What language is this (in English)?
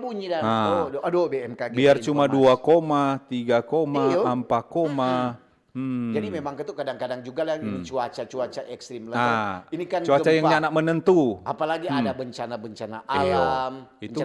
Manado Malay